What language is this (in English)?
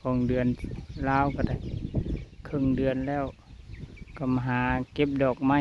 Lao